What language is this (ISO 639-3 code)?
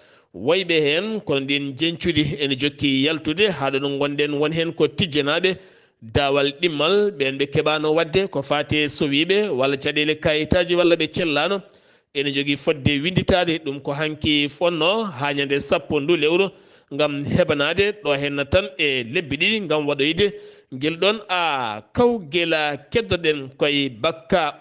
ful